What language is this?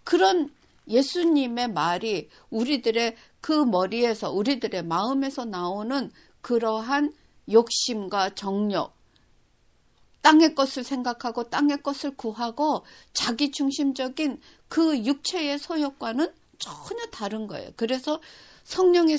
Korean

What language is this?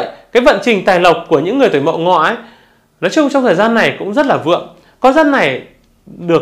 Vietnamese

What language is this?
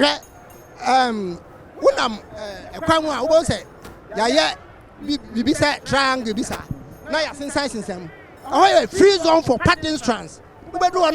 Akan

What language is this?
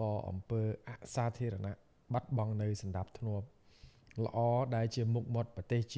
Khmer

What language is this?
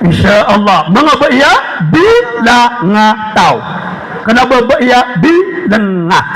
Maranao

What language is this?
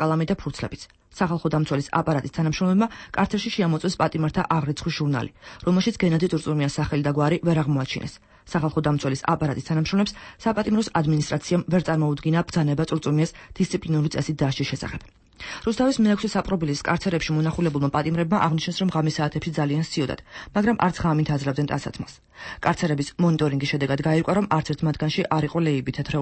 Georgian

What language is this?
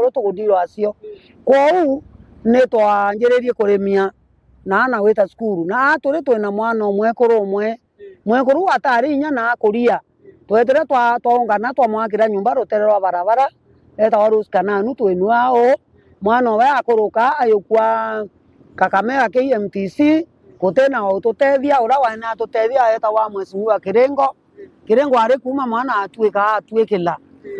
Meru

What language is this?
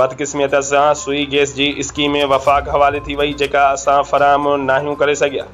Sindhi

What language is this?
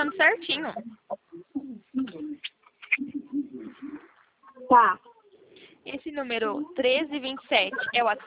Portuguese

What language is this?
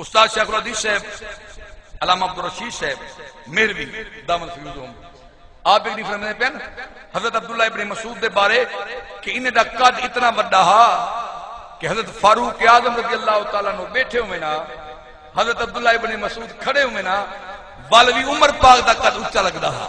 Saraiki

